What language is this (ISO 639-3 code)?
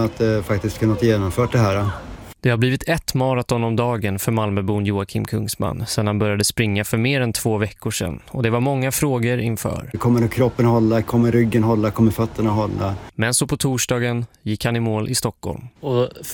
swe